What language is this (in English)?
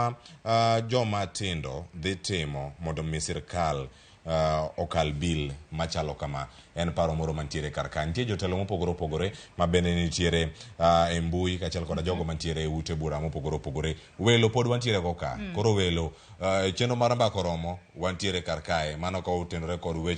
Luo (Kenya and Tanzania)